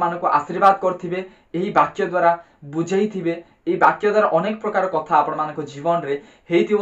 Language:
Odia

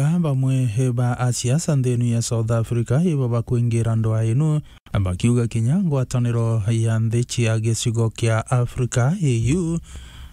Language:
Meru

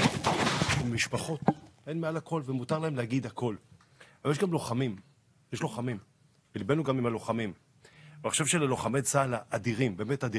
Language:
Hebrew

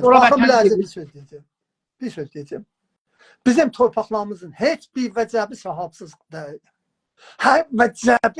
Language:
South Azerbaijani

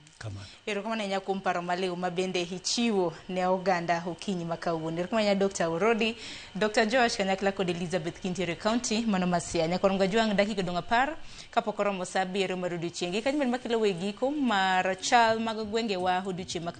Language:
Luo (Kenya and Tanzania)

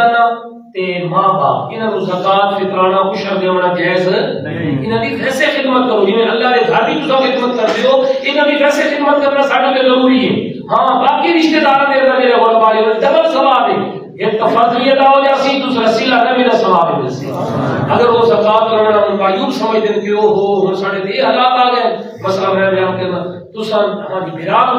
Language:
Saraiki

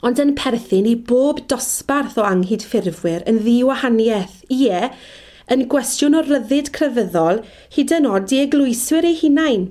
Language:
Welsh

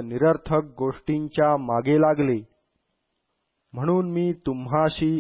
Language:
Marathi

